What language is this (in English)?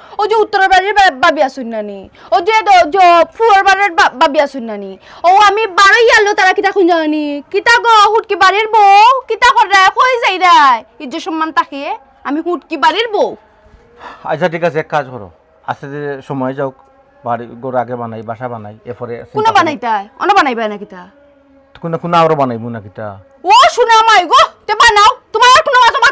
Sylheti